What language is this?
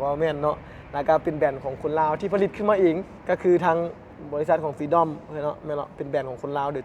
Lao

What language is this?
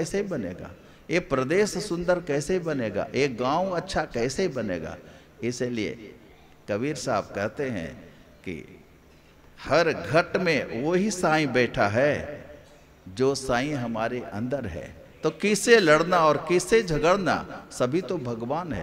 Hindi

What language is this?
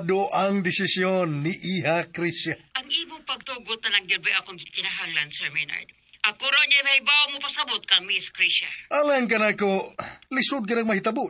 Cebuano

